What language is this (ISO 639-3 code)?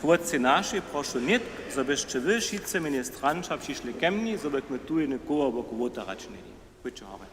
hsb